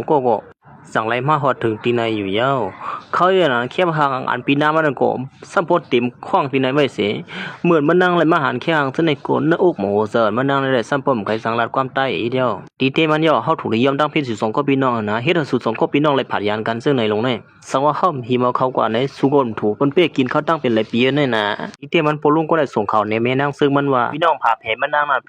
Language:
Shan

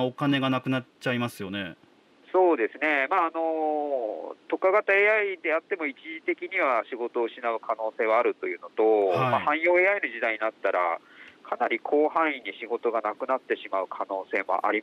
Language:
Japanese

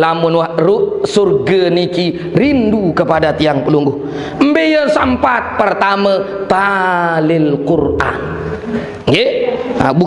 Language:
Sasak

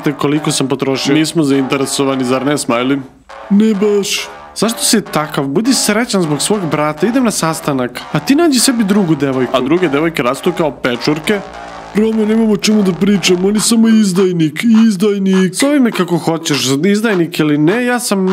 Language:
Serbian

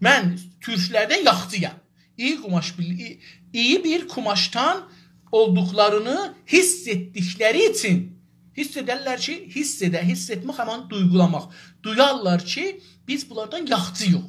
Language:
South Azerbaijani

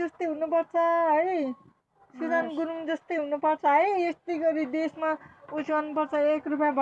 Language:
Nepali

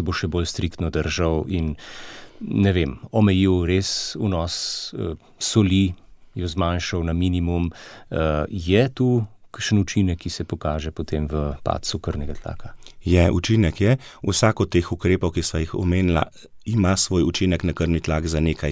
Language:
Slovenian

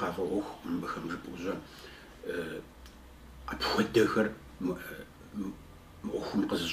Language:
Kabardian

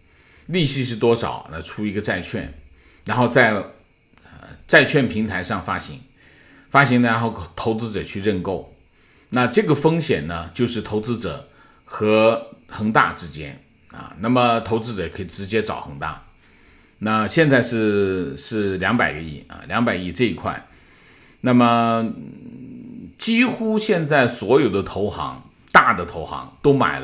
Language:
Chinese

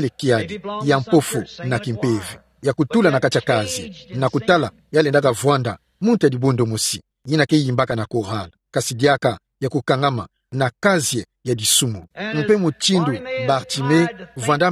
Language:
Kituba (Democratic Republic of Congo)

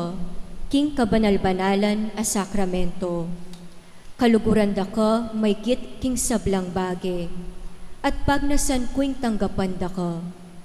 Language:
Pampanga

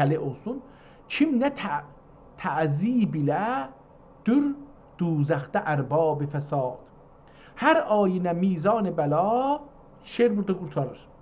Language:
South Azerbaijani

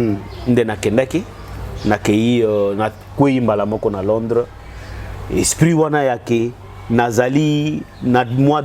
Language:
Lingala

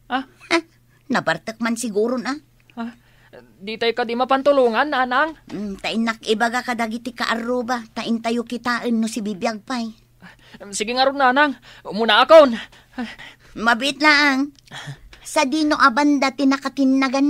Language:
Iloko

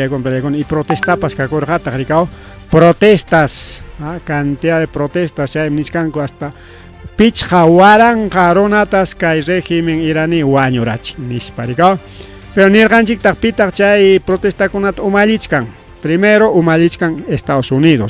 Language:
Ayacucho Quechua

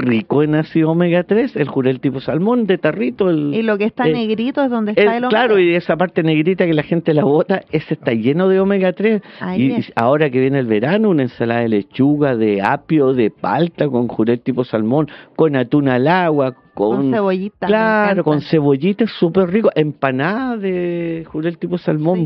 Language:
Spanish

